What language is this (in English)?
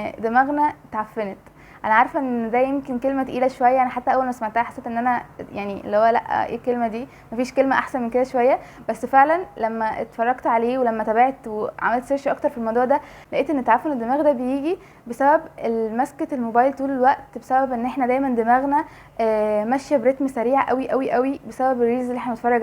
Egyptian Arabic